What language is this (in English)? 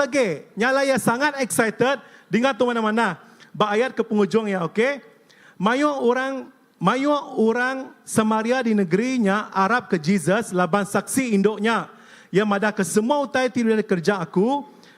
Iban